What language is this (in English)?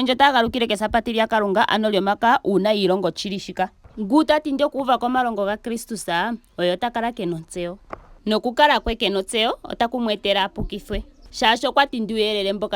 Ndonga